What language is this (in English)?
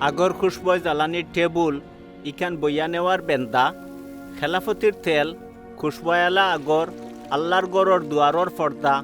Sylheti